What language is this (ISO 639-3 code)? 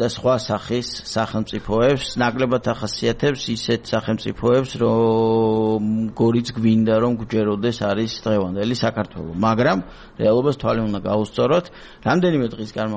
kat